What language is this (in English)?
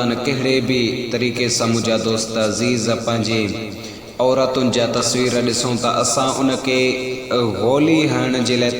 Sindhi